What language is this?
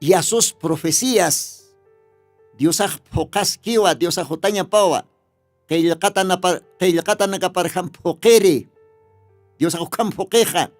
Aymara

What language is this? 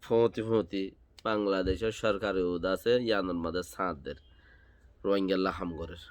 Rohingya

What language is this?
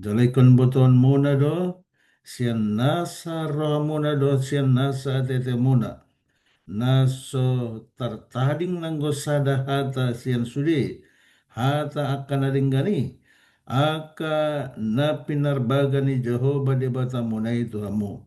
Batak Toba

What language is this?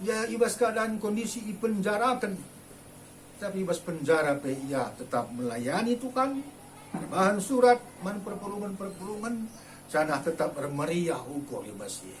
Batak Karo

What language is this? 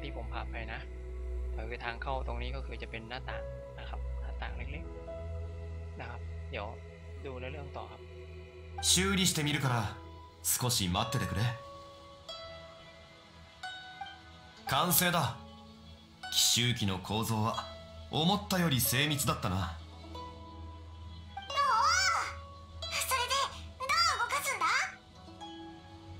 Japanese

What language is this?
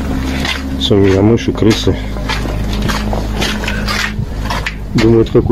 Russian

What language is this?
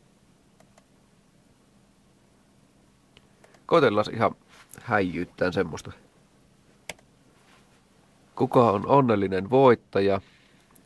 Finnish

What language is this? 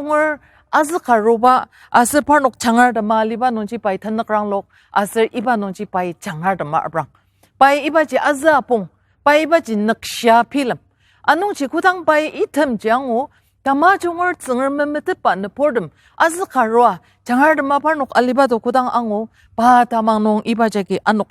Ao Naga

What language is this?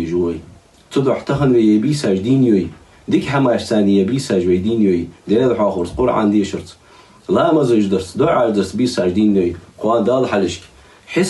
Ingush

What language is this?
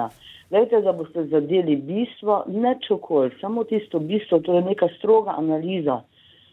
Slovenian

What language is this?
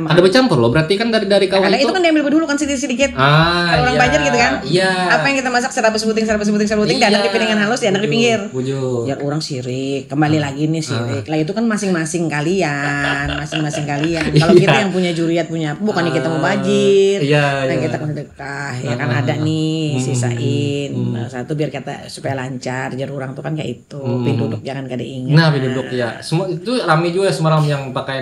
Banjar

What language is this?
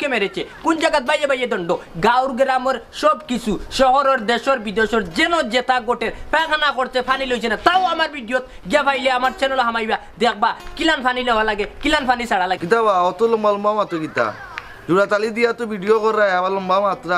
Sylheti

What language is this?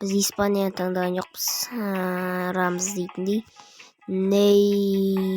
Kazakh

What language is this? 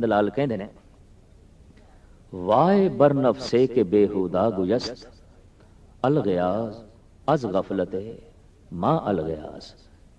Punjabi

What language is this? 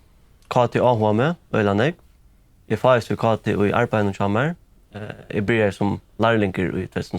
Faroese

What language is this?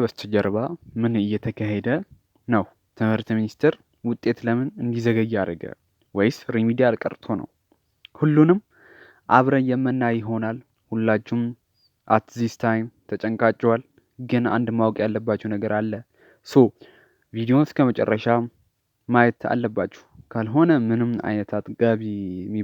Amharic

